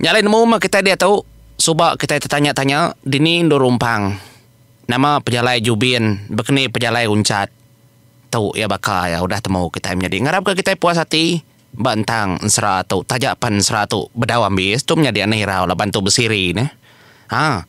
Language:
Iban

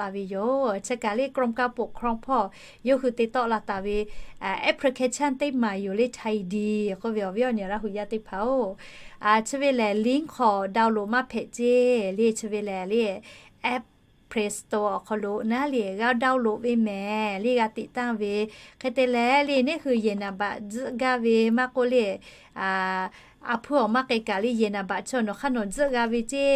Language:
Lahu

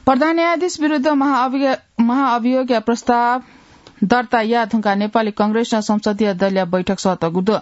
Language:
Newari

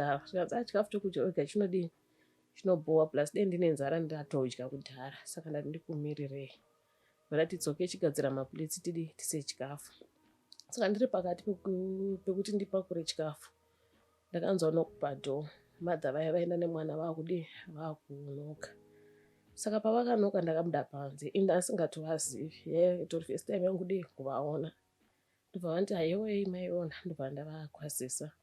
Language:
Shona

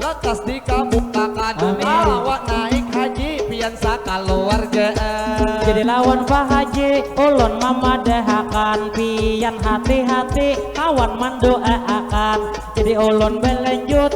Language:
Banjar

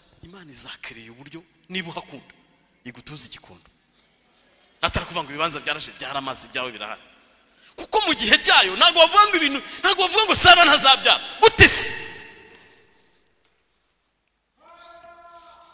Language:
Kinyarwanda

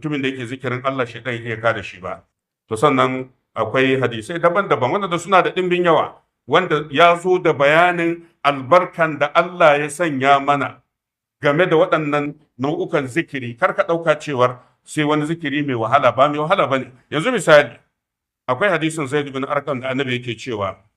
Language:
Hausa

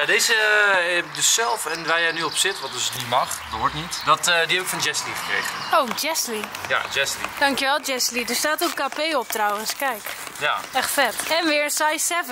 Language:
Dutch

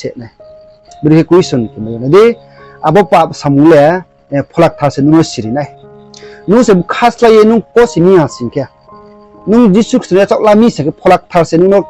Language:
Riang (India)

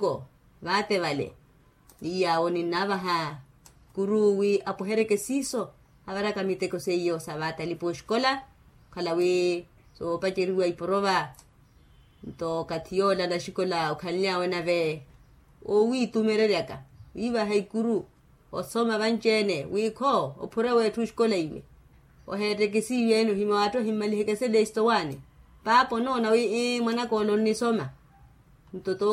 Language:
Makhuwa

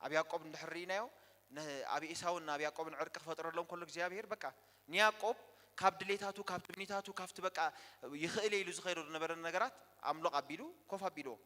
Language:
Tigrinya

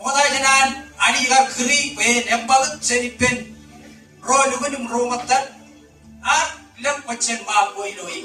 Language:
Marshallese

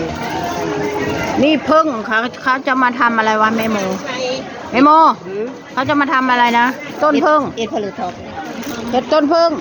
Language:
Northeastern Thai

